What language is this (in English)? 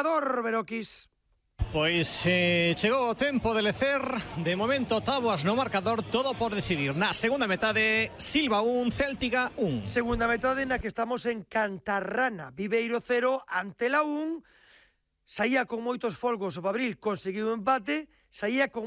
Galician